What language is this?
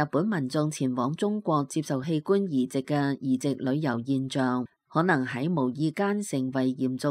Cantonese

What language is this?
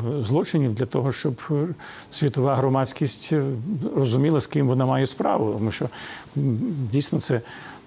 Ukrainian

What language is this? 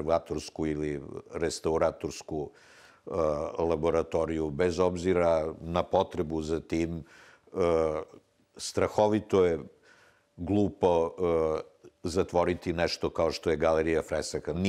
Serbian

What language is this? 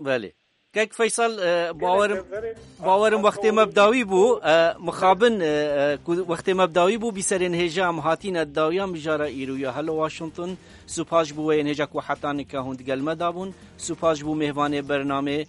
Kurdish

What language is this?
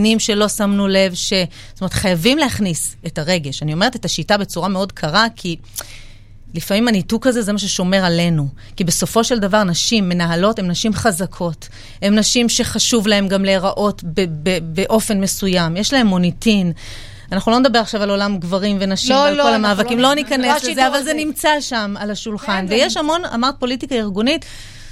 Hebrew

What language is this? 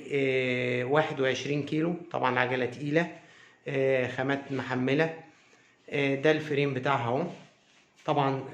Egyptian Arabic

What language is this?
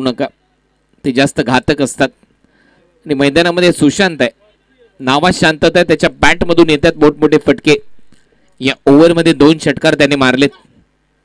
Marathi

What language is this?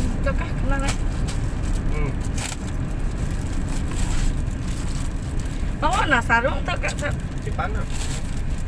Malay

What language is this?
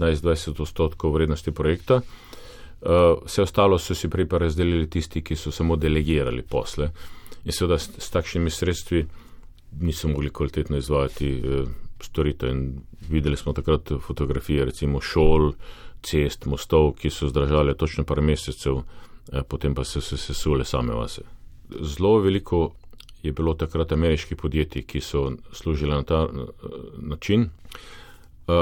Slovenian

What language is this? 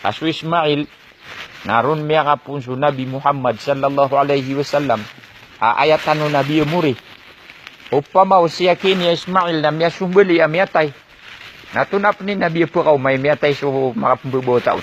Maranao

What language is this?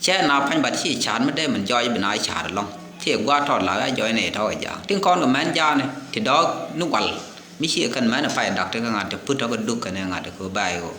Nuer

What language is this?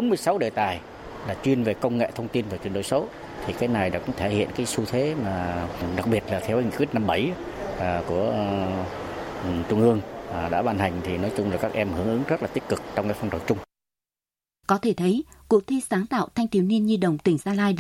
Vietnamese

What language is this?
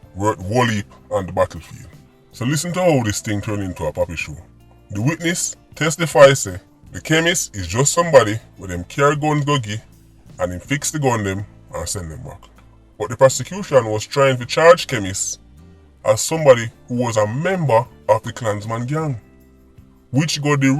Jamaican Creole English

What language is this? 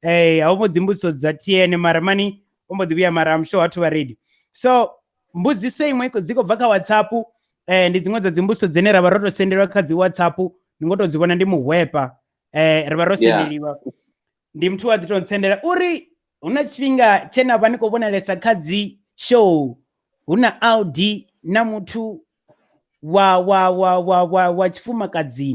Venda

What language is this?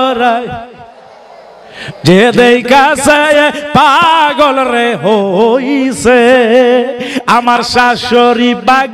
Bangla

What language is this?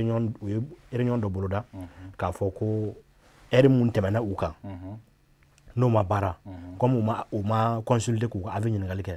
Bambara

